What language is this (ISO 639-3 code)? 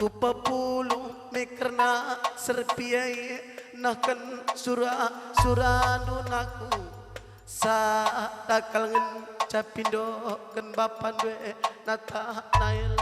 btx